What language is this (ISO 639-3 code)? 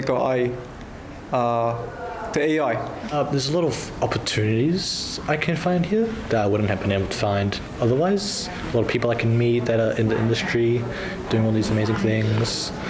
mri